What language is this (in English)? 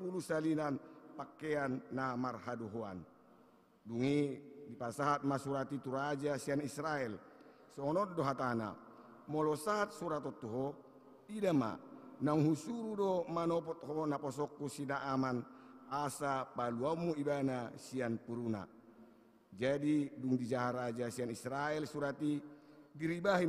Batak Toba